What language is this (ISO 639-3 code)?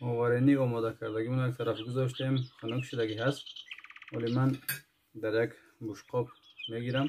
tgk